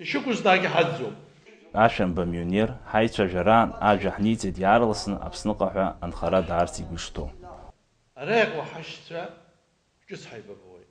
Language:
Abkhazian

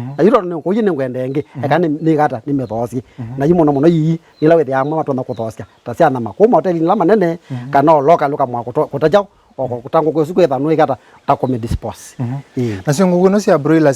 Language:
Kamba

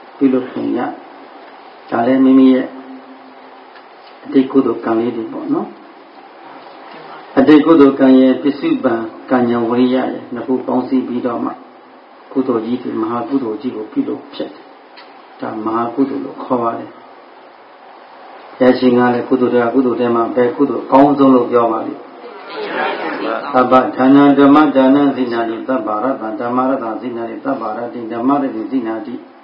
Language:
Burmese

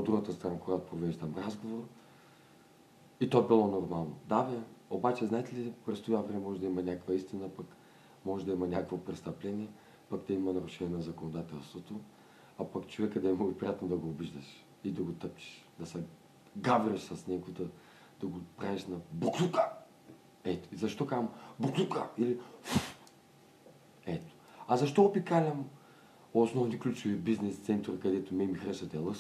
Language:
Bulgarian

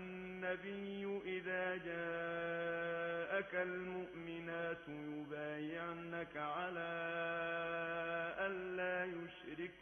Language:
Arabic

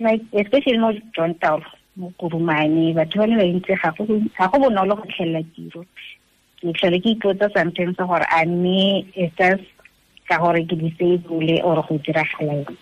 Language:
Tswana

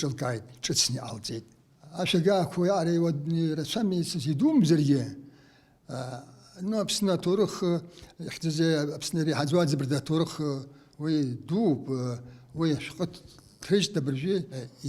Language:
Abkhazian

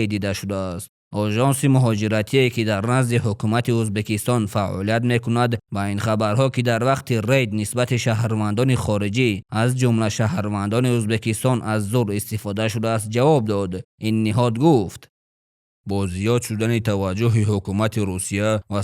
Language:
Tajik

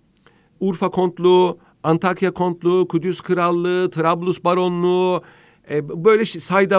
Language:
Turkish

